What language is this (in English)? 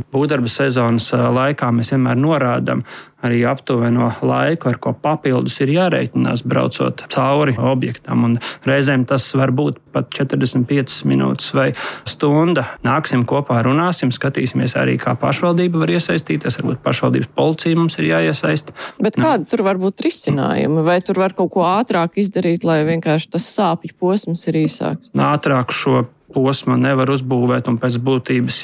Latvian